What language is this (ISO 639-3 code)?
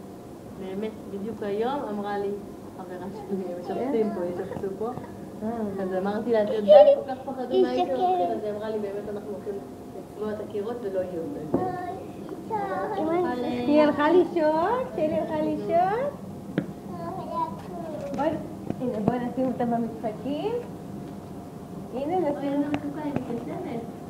heb